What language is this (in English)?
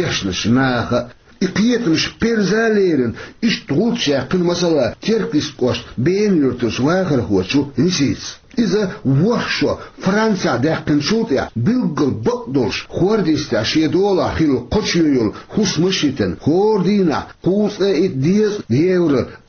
Chechen